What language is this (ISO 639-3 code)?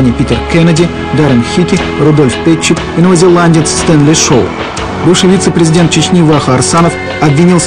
rus